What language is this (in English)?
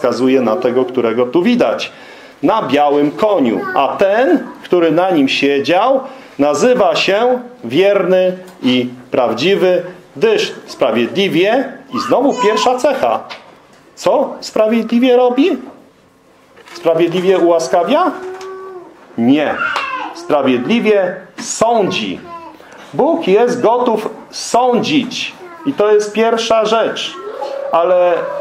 Polish